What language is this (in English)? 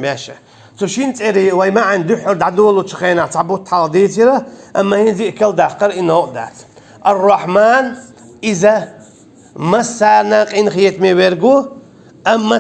Chechen